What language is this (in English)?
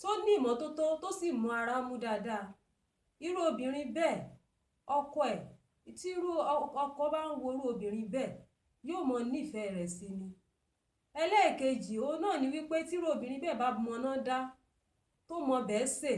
Yoruba